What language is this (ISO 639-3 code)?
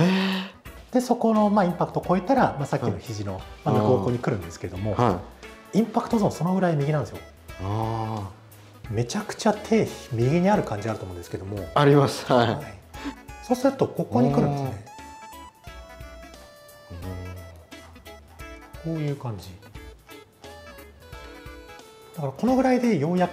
jpn